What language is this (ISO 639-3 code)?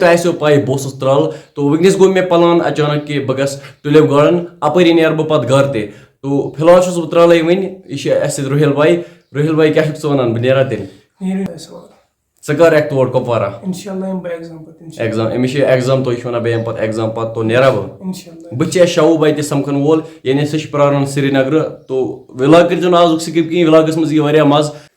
kas